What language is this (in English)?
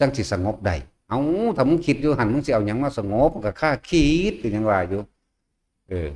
Northeastern Thai